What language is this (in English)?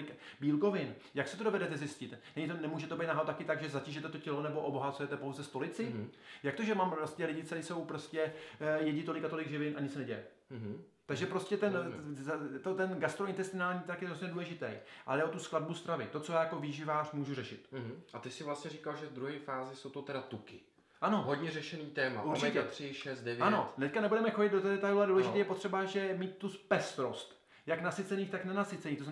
Czech